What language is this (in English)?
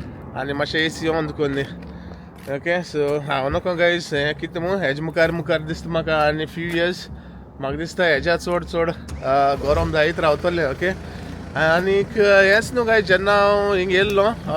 Konkani